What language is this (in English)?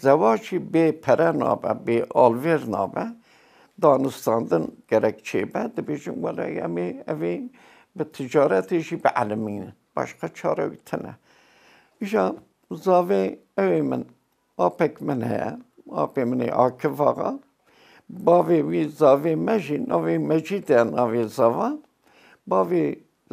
Kurdish